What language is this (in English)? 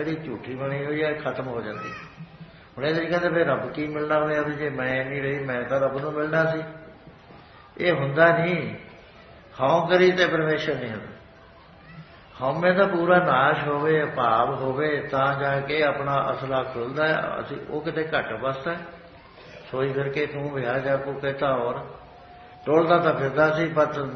Punjabi